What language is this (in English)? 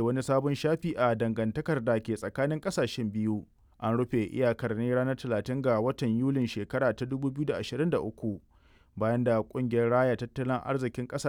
Hausa